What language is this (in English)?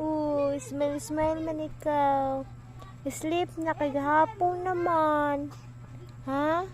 Cebuano